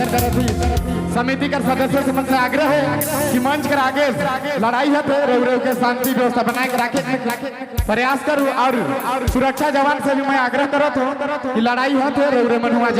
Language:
Sadri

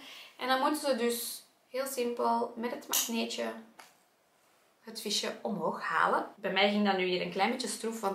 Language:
Dutch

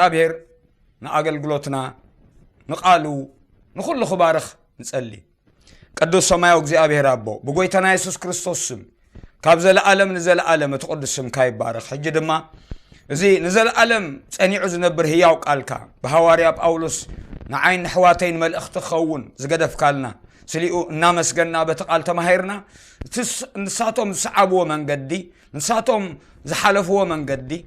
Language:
Tigrinya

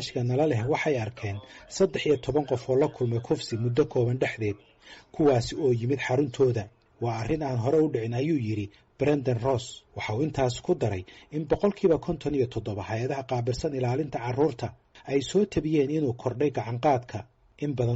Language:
Somali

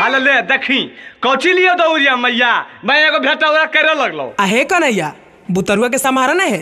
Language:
Magahi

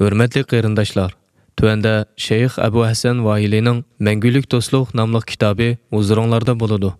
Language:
Uyghur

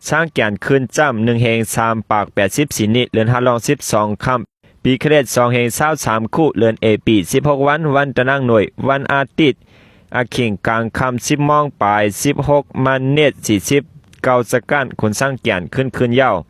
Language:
Shan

